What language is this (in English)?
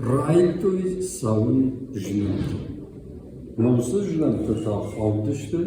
Ossetic